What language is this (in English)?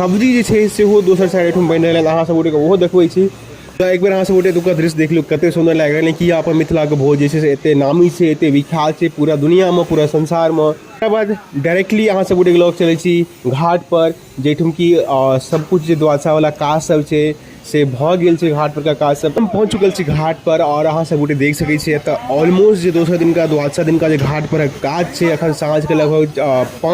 Maithili